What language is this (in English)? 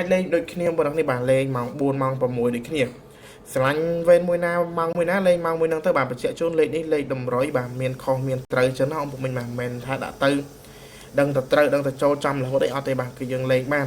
Khmer